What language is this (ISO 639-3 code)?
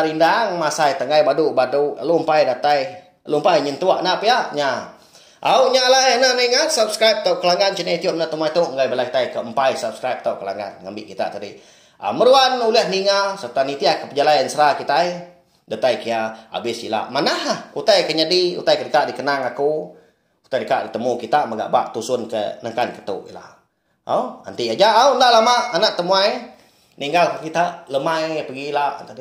iba